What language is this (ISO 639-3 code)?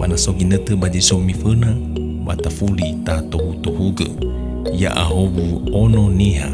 nia